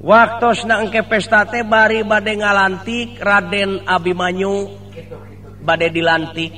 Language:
Sundanese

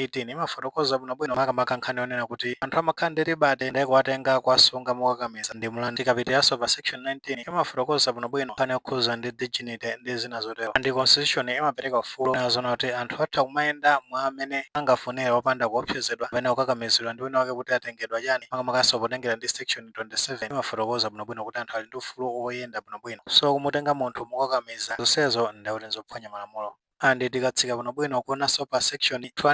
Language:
Nyanja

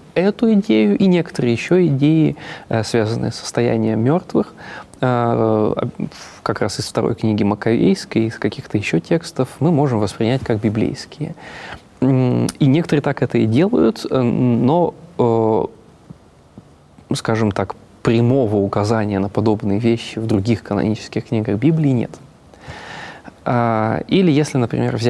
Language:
Russian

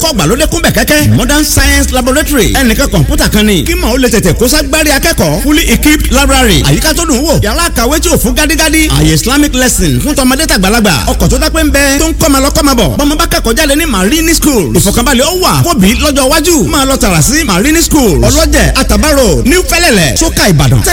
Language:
Yoruba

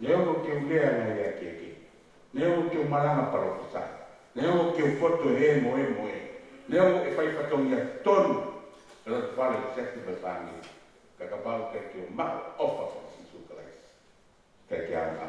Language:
Tongan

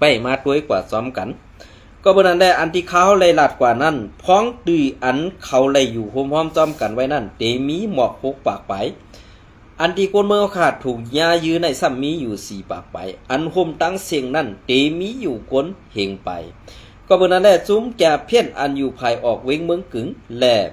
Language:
Shan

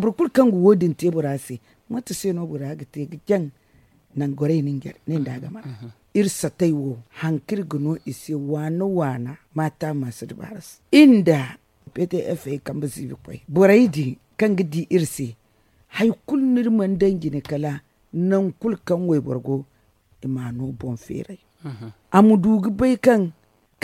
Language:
Zarma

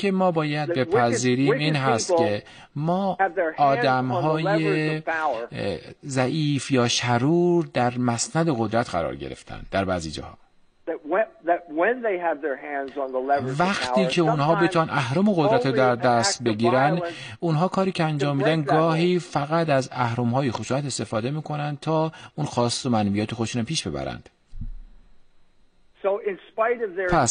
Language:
Persian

